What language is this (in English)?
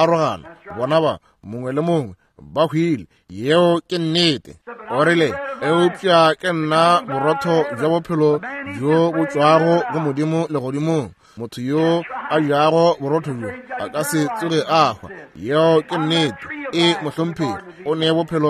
Northern Sotho